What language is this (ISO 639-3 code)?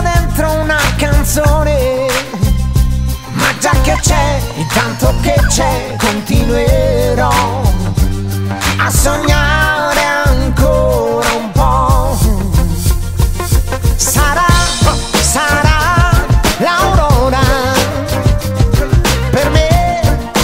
ita